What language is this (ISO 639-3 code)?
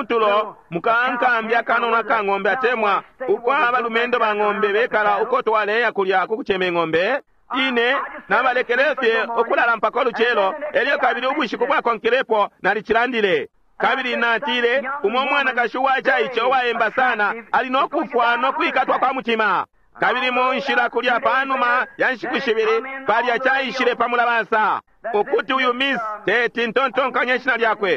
bem